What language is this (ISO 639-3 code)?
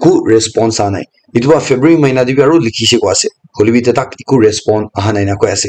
nag